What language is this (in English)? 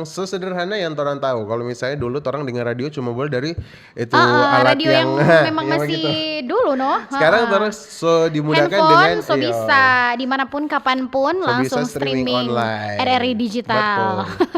Manado Malay